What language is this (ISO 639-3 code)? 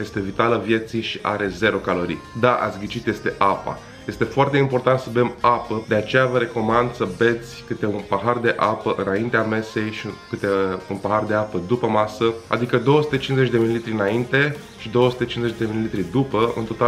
ron